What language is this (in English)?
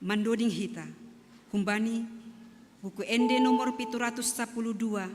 Batak Simalungun